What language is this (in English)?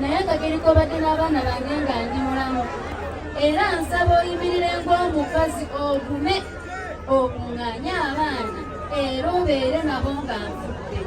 Ganda